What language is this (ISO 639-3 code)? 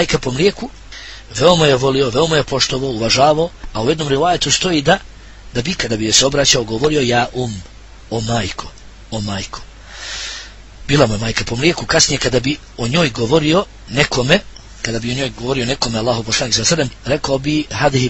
bos